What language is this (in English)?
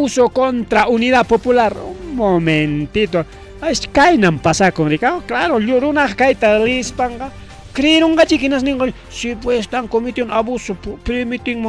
Ayacucho Quechua